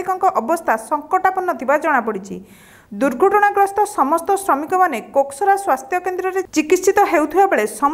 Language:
Odia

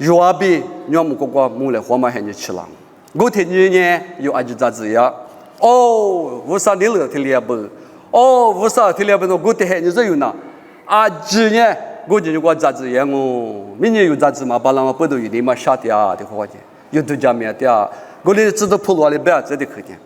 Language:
Lisu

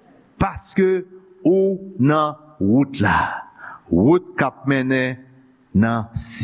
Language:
Haitian Creole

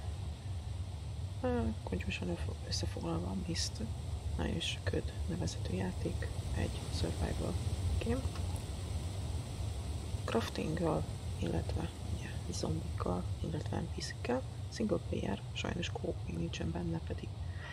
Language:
Hungarian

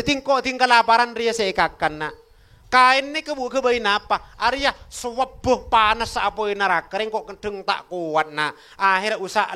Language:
Madurese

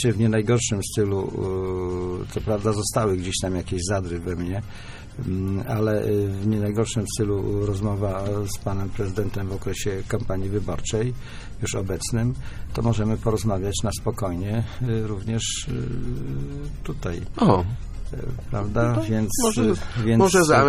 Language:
Polish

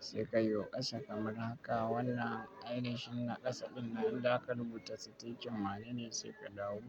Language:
Hausa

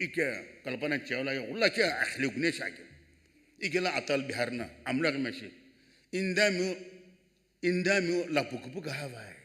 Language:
Sumi Naga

